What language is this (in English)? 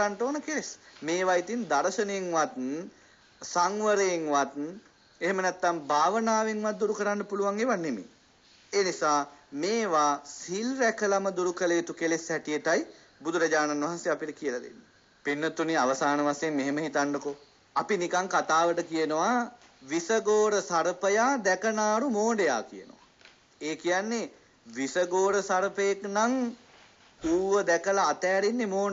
Sinhala